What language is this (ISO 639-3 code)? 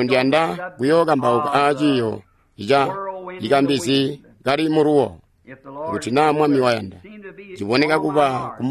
toi